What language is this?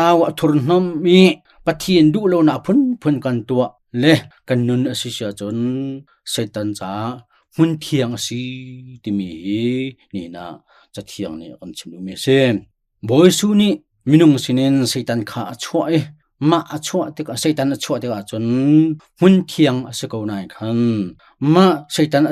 Hakha Chin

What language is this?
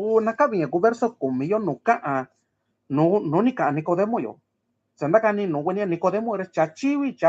Mixtepec Mixtec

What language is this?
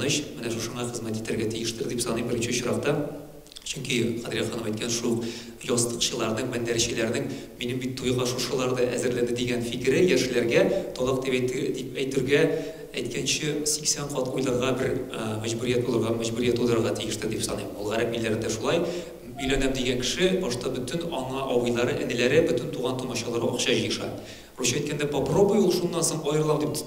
Tatar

